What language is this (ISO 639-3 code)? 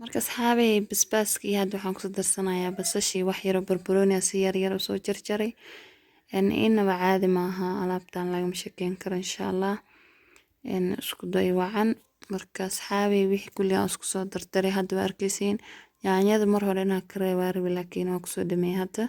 som